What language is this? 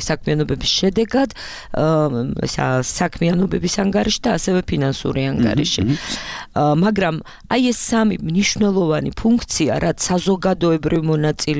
Georgian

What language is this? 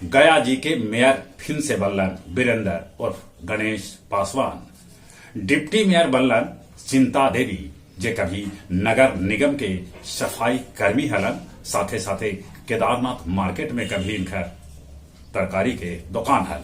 Magahi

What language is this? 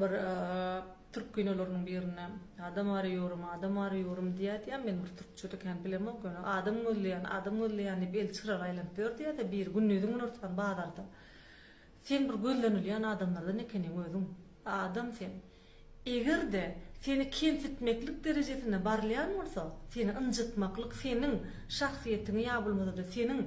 Turkmen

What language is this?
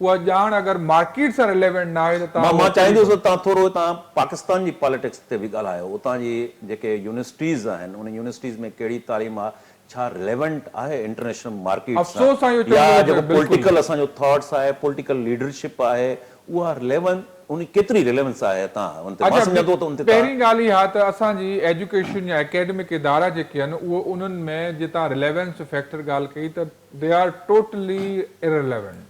Sindhi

